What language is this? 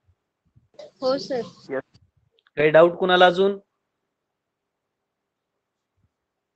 Marathi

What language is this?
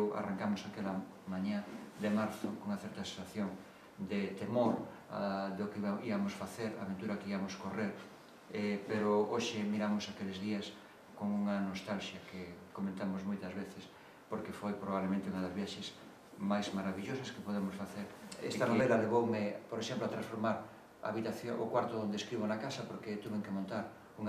Galician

